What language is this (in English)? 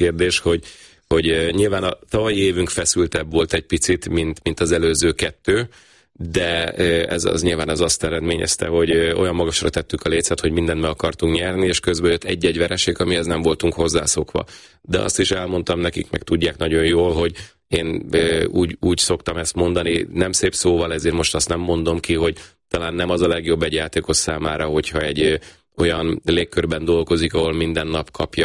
Hungarian